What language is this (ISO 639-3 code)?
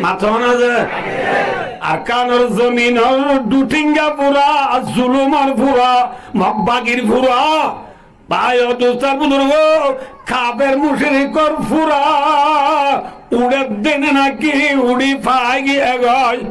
rhg